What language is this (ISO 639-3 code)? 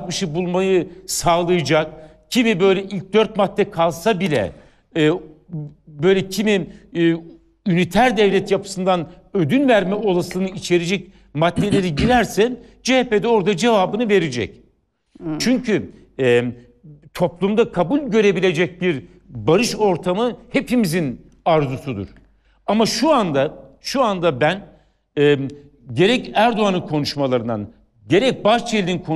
tur